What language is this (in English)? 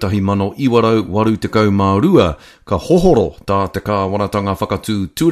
Māori